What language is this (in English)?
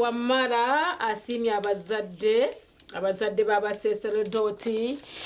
Nyankole